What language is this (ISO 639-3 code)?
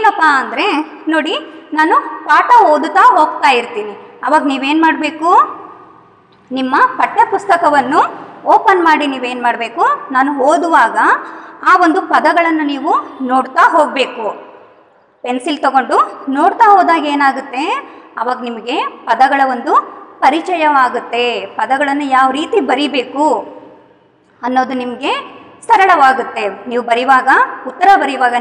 kan